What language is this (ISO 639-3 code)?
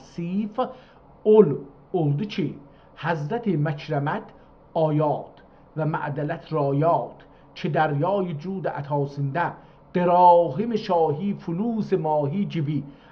azb